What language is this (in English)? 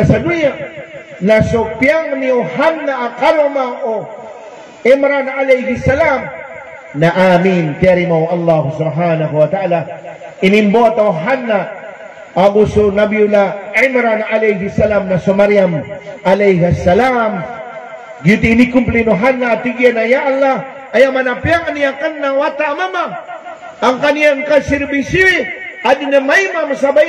Maranao